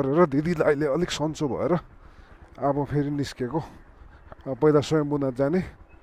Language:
Nepali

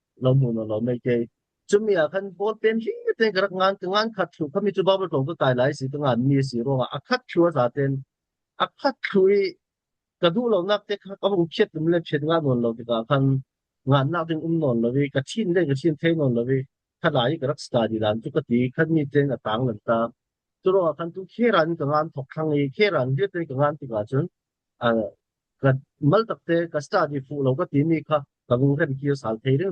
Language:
Falam Chin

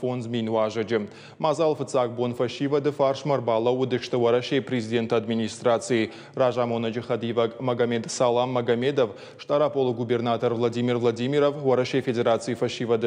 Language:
Ossetic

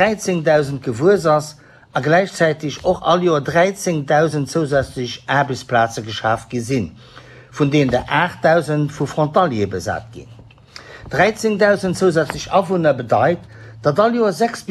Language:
Luxembourgish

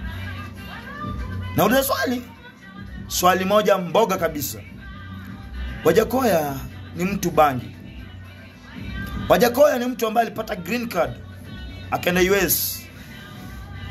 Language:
Swahili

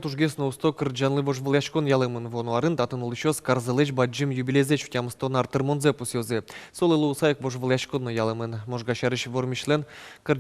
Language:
Udmurt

